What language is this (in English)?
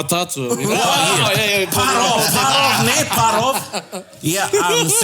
Māori